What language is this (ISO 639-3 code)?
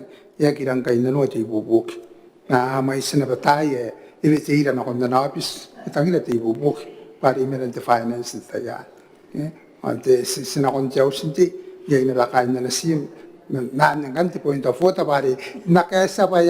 gil